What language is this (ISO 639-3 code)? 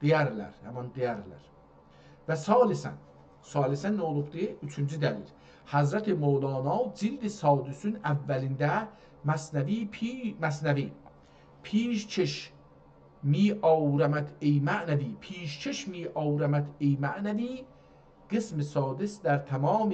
azb